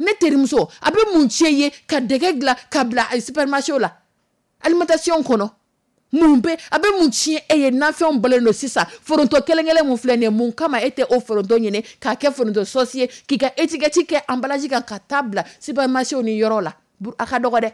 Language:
Dyula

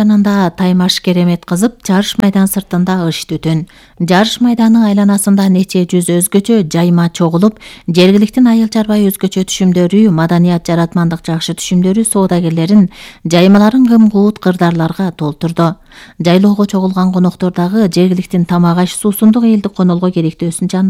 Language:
Kyrgyz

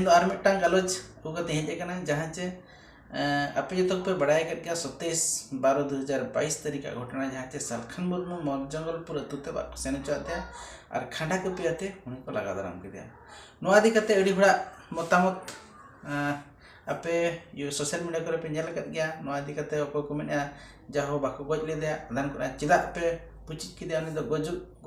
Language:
Santali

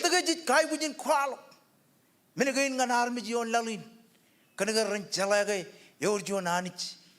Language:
Marshallese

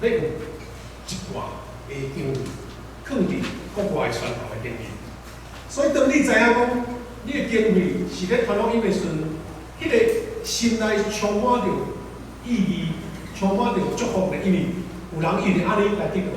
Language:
Min Nan Chinese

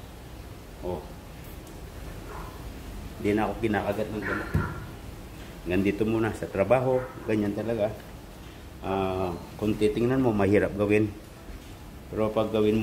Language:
Filipino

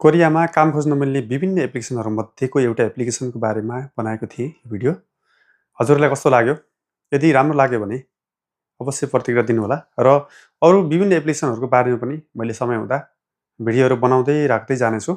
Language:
Nepali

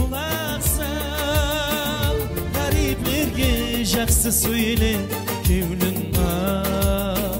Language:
Kara-Kalpak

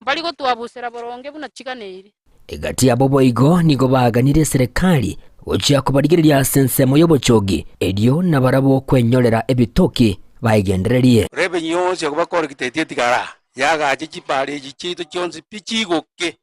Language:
Gusii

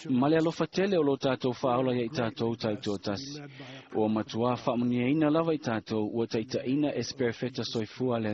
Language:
Samoan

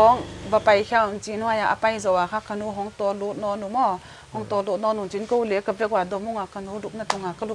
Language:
Paite Chin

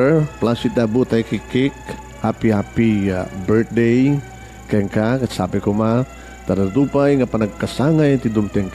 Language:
Iloko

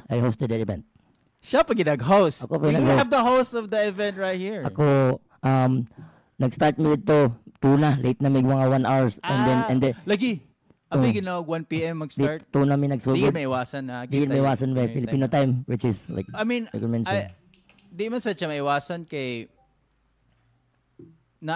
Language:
Filipino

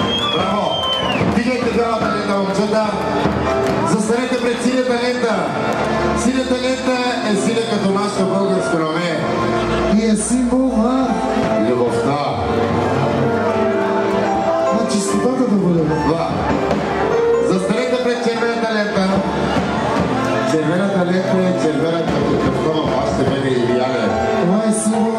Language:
Bulgarian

